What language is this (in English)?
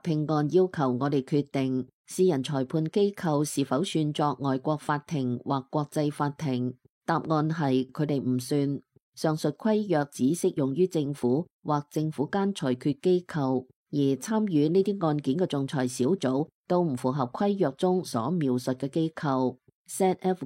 Cantonese